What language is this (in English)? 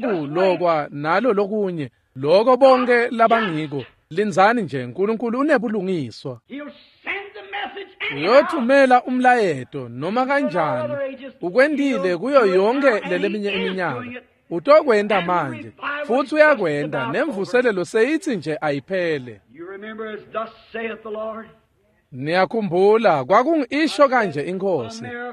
Swati